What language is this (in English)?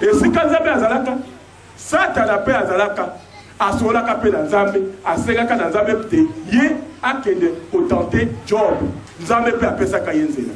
Lingala